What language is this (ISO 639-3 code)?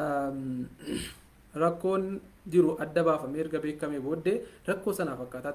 orm